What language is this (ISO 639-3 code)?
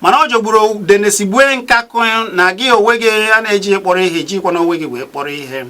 ibo